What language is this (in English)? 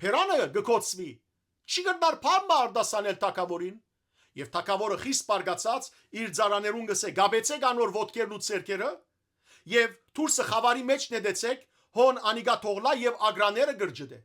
Western Armenian